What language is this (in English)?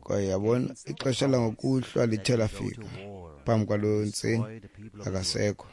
Xhosa